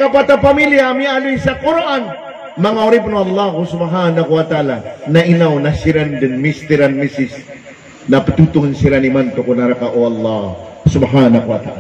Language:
Maranao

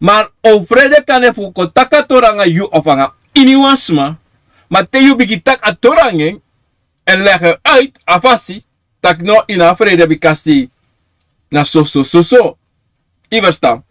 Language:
Sranan Tongo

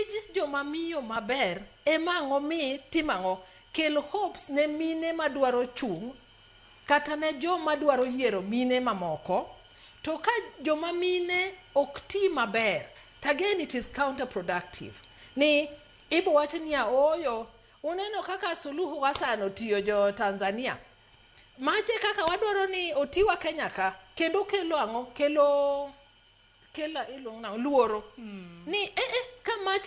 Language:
Luo (Kenya and Tanzania)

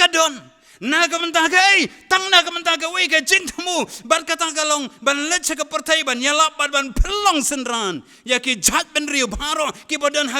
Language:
Khasi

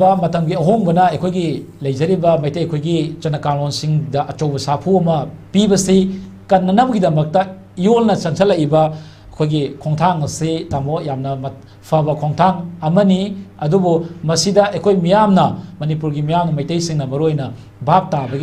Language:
Manipuri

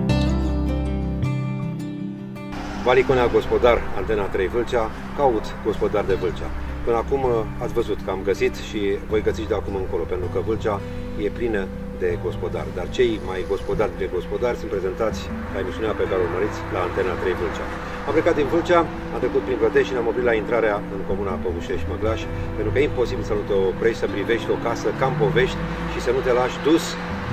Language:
Romanian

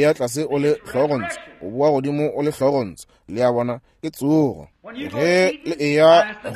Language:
Northern Sotho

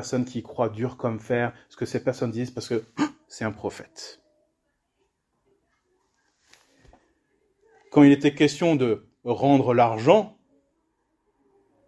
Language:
French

